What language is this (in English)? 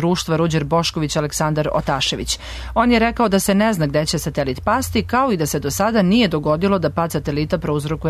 Serbian